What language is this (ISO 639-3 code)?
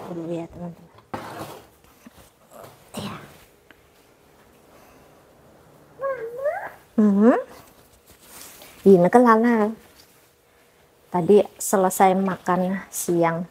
ind